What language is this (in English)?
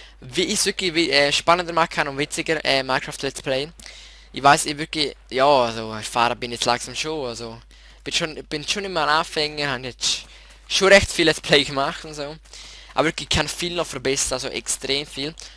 Swiss German